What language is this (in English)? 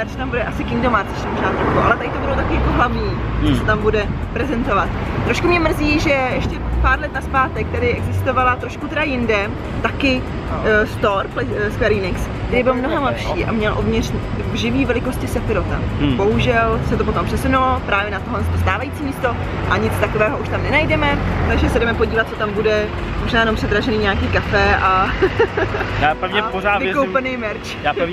Czech